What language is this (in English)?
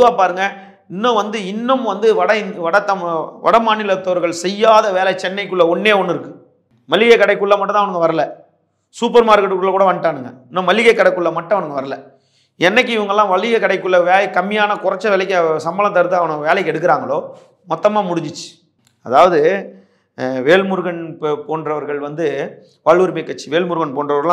Tamil